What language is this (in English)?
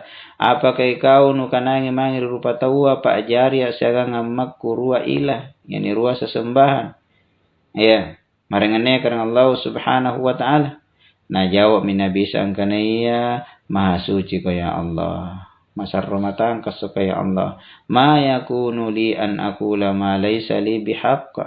Makasar